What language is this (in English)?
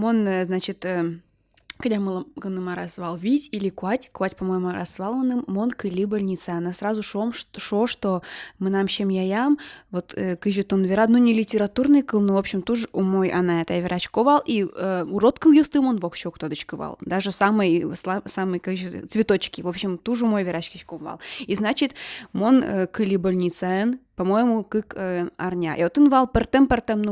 Udmurt